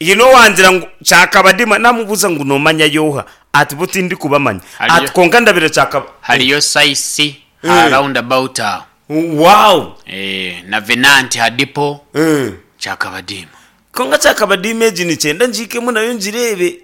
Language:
Nyankole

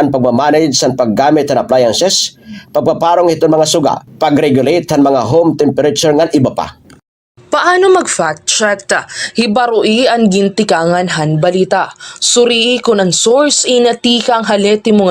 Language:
Waray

